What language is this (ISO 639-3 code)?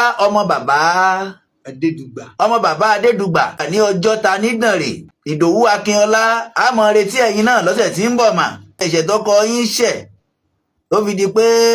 yor